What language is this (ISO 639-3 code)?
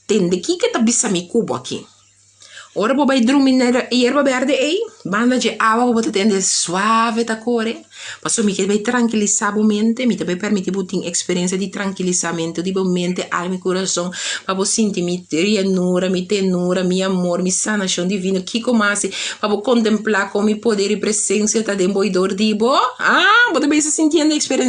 pap